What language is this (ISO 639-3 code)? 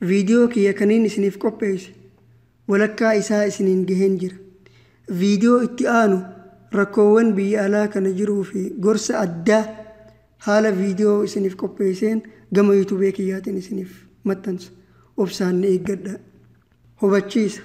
orm